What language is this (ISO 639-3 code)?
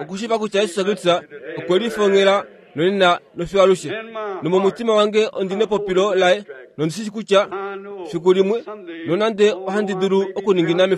kua